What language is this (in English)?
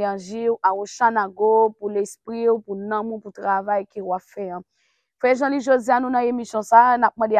Haitian Creole